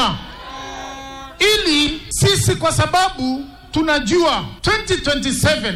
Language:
Swahili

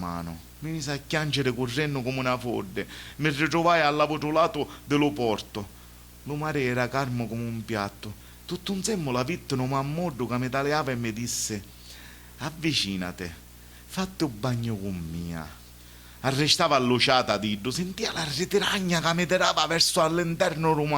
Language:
Sicilian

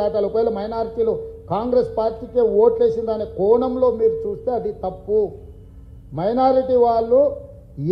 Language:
Telugu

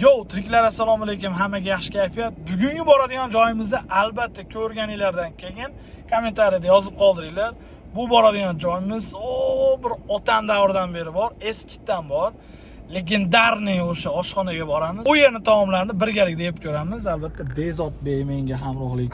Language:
Uzbek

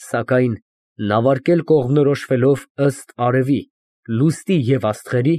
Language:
Armenian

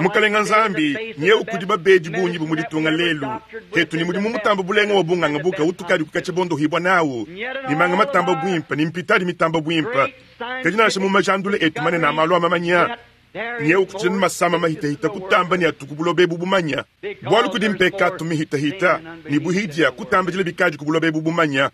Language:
Luba-Lulua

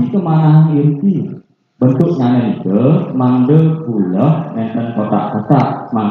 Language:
Balinese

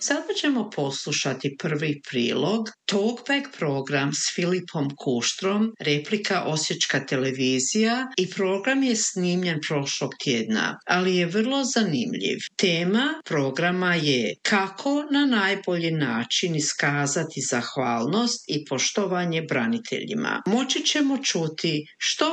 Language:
Croatian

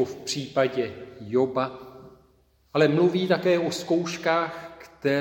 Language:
Czech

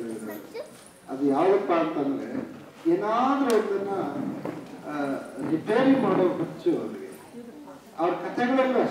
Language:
Kannada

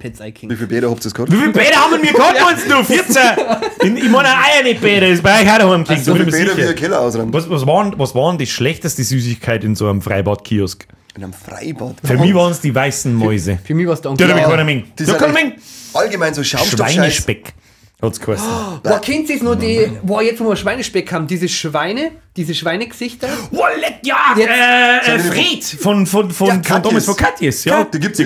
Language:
Bavarian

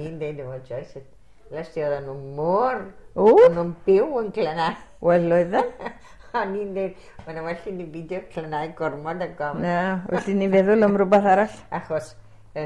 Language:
Welsh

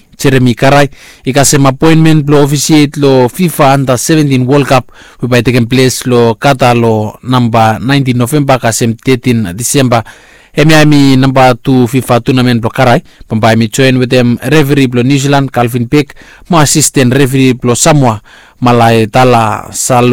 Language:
Bislama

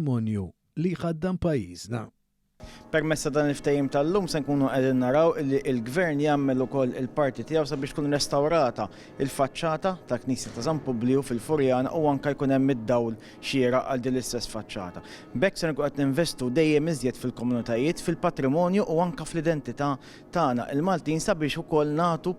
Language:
Maltese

